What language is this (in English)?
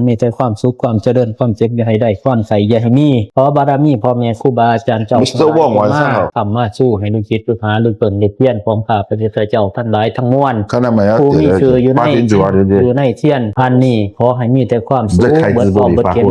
Pali